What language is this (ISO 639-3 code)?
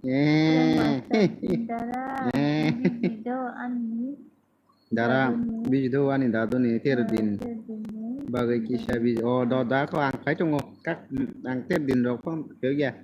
trp